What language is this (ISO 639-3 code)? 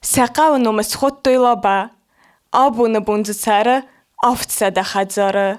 oss